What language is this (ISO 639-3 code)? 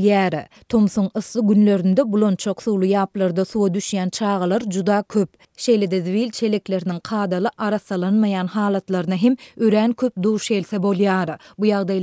tuk